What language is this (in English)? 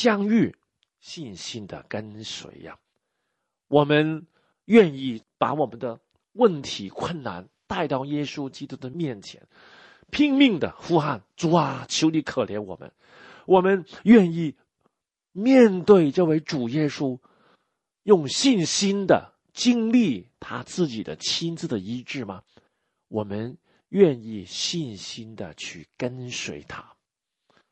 Chinese